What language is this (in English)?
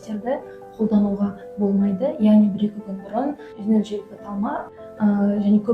Kazakh